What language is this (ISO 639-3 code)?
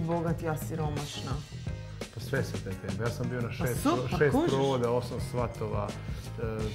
hrv